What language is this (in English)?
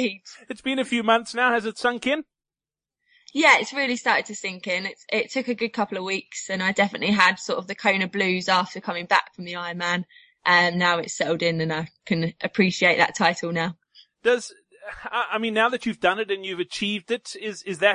English